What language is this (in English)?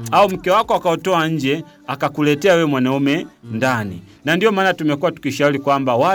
Swahili